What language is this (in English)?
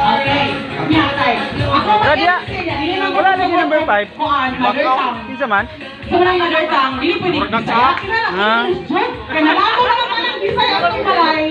Cebuano